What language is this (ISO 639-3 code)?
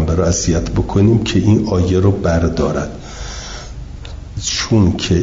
fas